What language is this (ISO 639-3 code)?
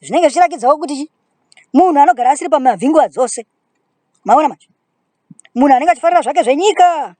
sna